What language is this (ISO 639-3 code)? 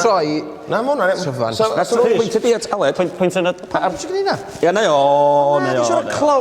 cym